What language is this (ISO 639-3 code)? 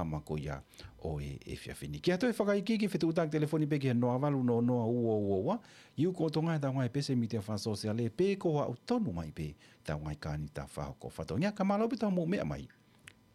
ton